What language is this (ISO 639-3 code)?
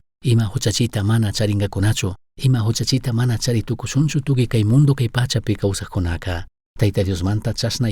qug